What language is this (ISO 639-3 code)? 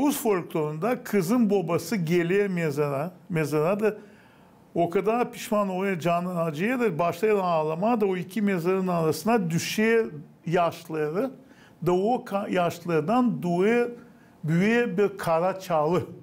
gag